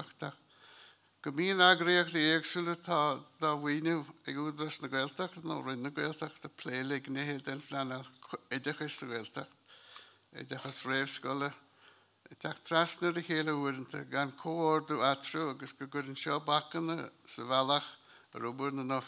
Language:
Irish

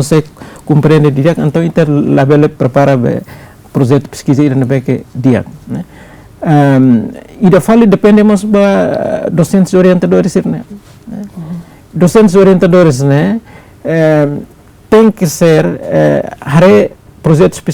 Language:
Tetum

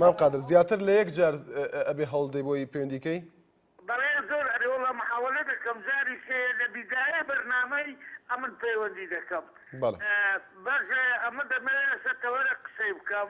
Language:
Central Kurdish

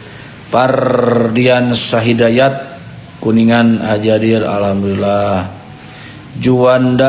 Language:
Sundanese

